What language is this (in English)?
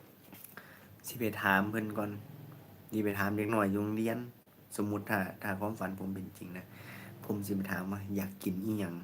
Lao